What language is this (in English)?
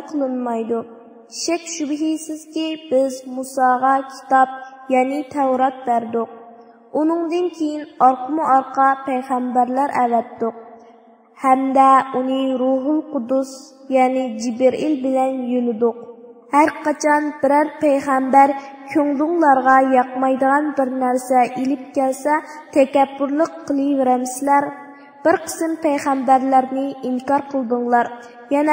Uyghur